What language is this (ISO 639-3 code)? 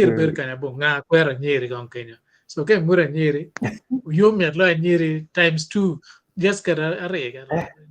ach